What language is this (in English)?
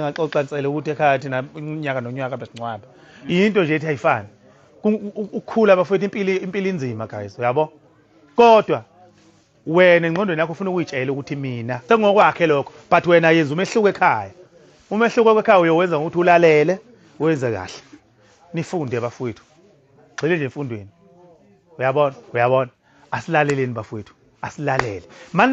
Zulu